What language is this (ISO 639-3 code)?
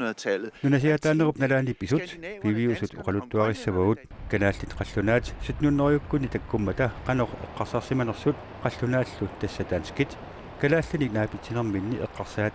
kal